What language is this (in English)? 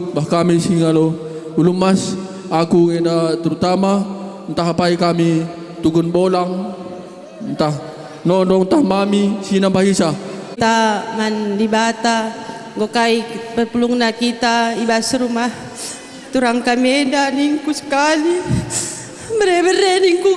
Batak Karo